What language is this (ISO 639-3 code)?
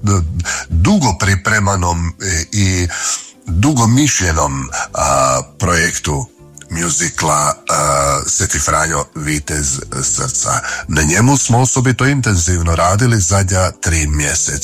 hrv